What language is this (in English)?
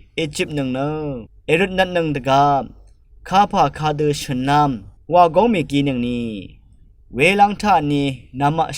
Rawang